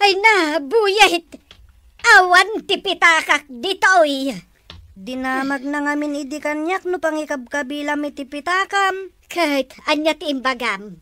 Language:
Iloko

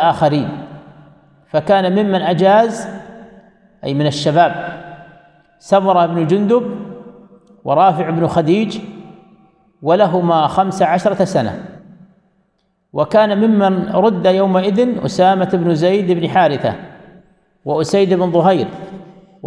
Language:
Arabic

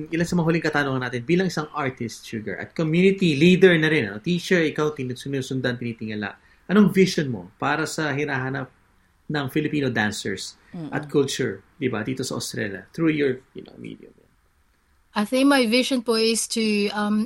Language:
Filipino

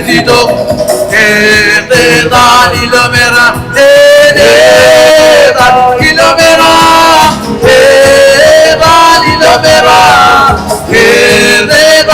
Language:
Marshallese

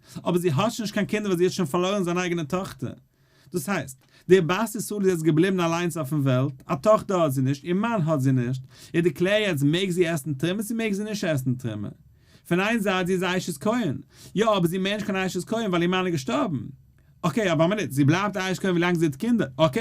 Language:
Yiddish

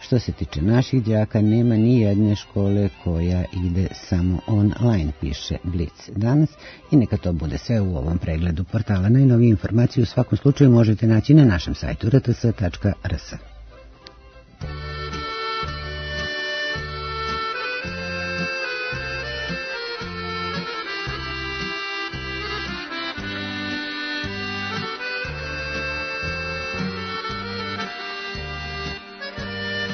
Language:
Serbian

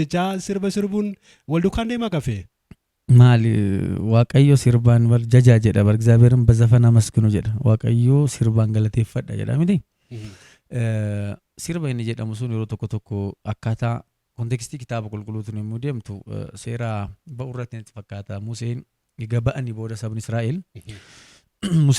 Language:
Oromo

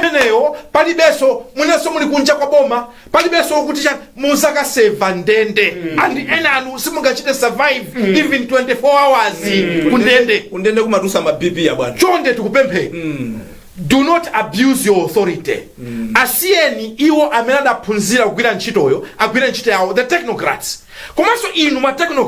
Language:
Nyanja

